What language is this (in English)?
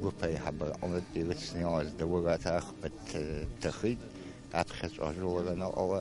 Abkhazian